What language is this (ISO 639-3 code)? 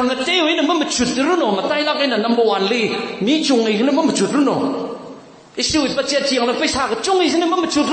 nmf